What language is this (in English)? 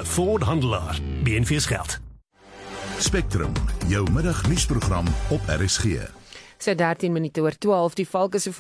Afrikaans